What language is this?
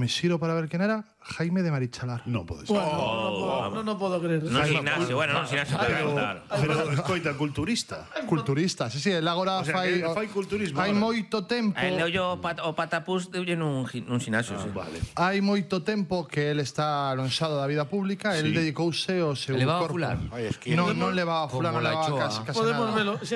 Galician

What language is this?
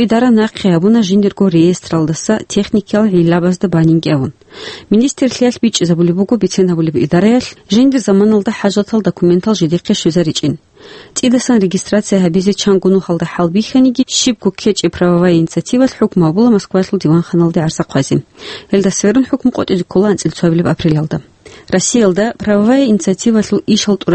Avaric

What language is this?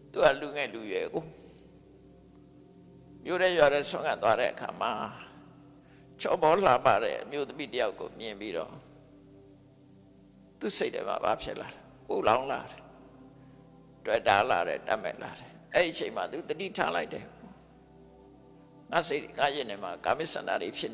Burmese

